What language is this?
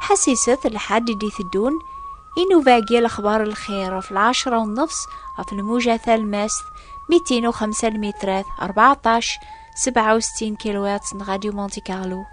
Kabyle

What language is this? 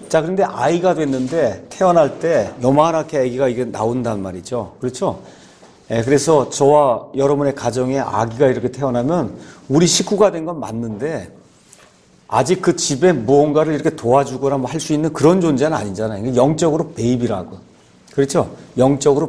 Korean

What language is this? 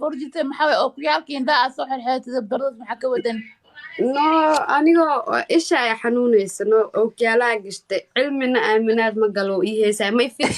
Somali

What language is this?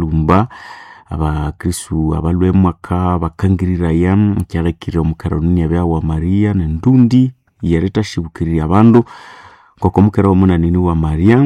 Nande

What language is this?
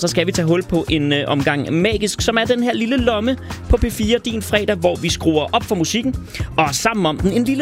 Danish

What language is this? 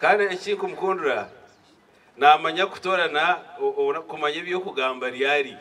Nyankole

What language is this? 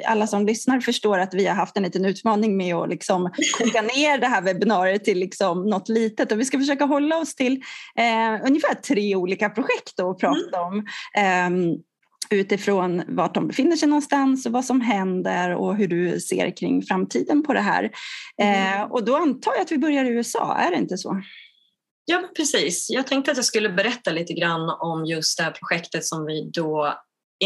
Swedish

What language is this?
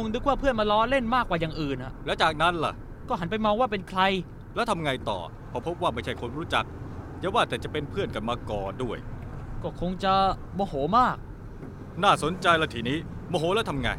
Thai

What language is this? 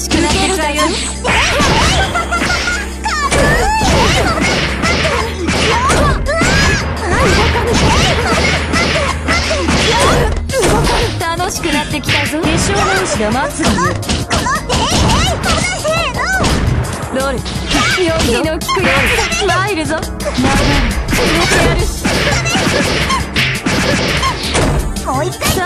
Japanese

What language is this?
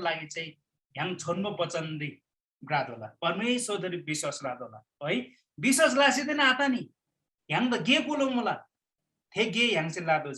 Eastern Tamang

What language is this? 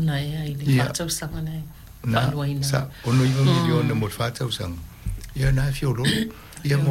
Samoan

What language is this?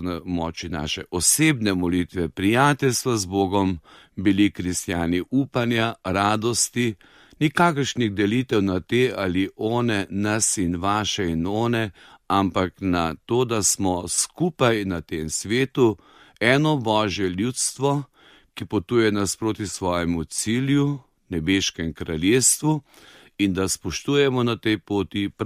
Slovenian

